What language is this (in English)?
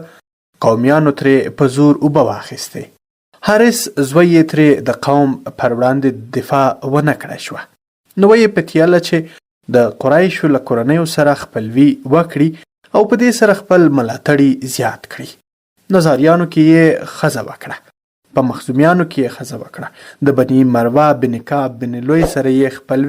Pashto